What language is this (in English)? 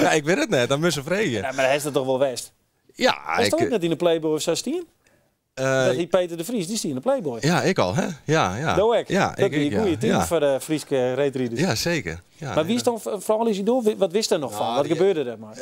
Western Frisian